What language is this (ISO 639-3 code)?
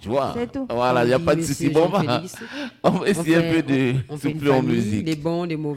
fra